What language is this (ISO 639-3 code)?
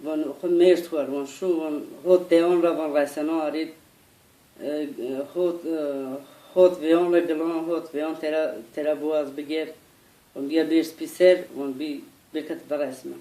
zza